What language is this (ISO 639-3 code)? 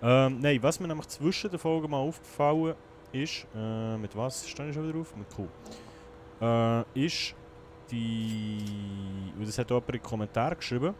gsw